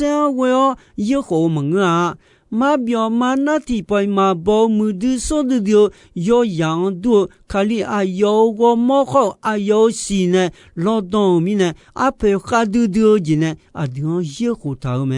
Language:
Akha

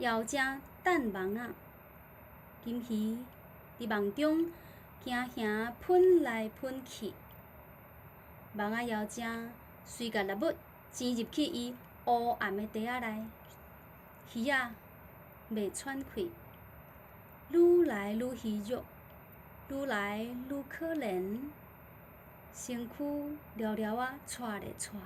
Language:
Min Nan Chinese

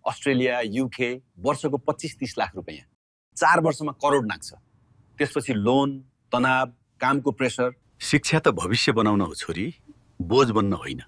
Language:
Nepali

